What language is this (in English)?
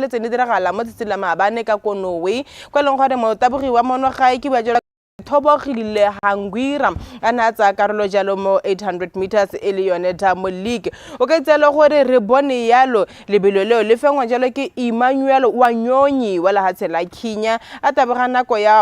Tswana